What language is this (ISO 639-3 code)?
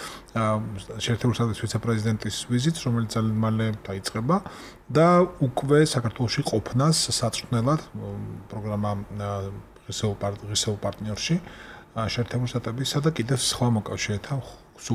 kat